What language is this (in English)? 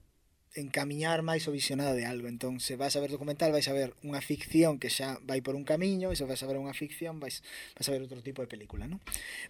Galician